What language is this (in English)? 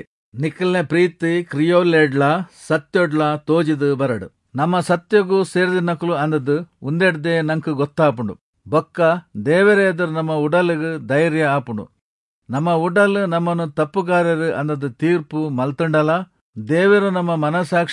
Tulu